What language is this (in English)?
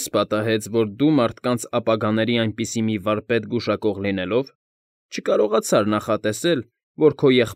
Armenian